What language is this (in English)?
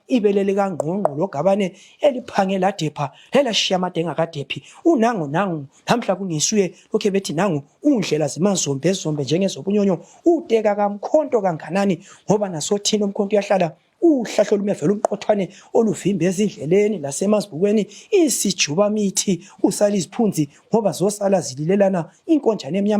Zulu